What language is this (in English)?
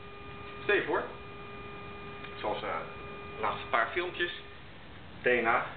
Dutch